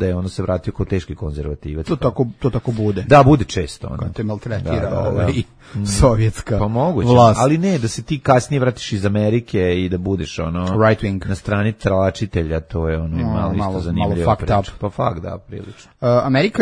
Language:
Serbian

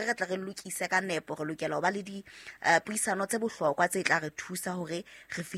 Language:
Southern Sotho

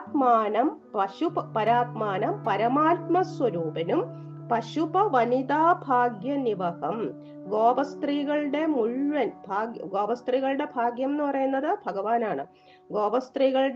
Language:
Malayalam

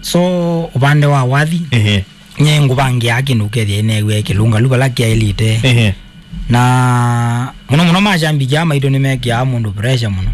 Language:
Kamba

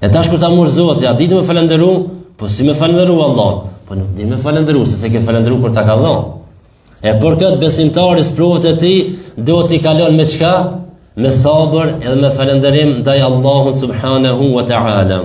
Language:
Albanian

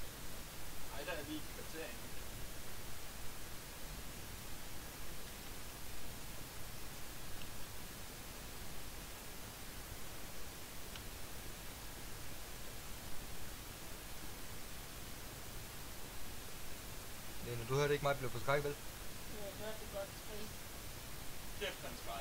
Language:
Danish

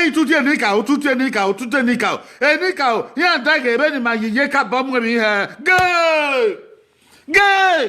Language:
Bini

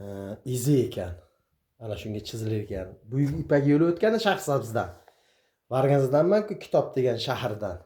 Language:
Uzbek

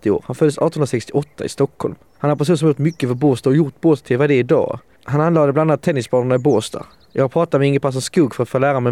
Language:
Swedish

